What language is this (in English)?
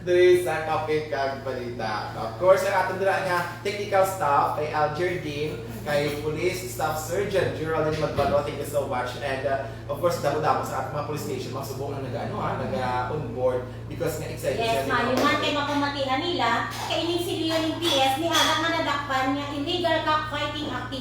Hiligaynon